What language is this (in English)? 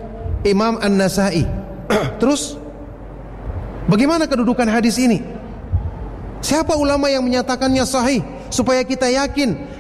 Indonesian